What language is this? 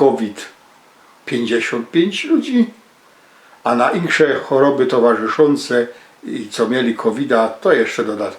Silesian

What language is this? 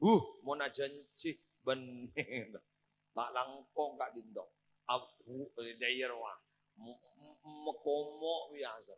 Madurese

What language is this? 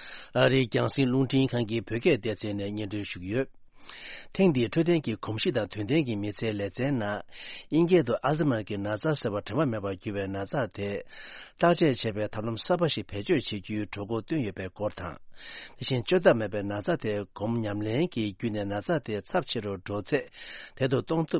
Tibetan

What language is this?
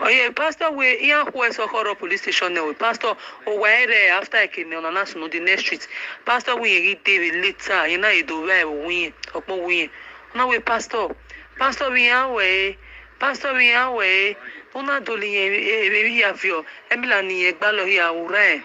Nigerian Pidgin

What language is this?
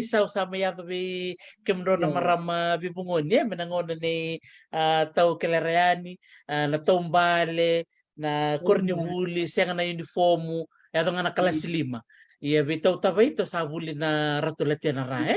Fijian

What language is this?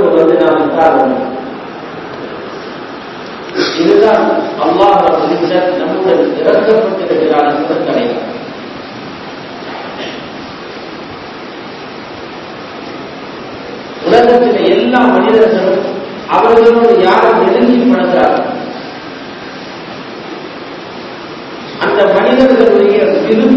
Tamil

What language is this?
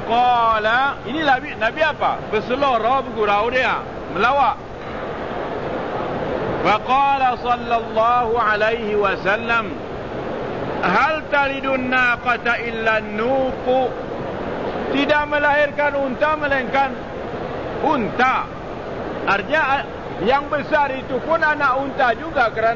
Malay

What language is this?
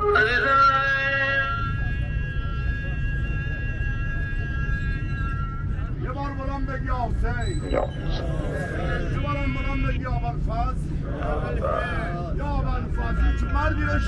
Persian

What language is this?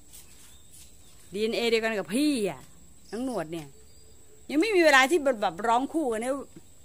Thai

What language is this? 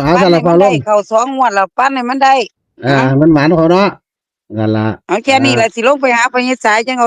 Northeastern Thai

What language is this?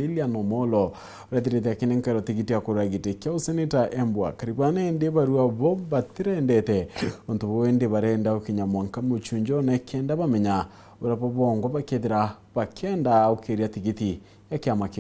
Meru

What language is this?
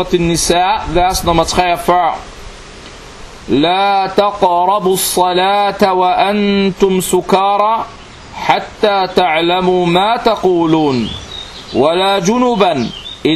Danish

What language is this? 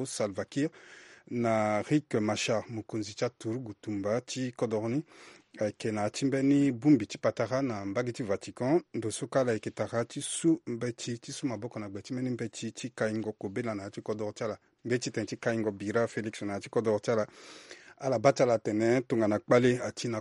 Sango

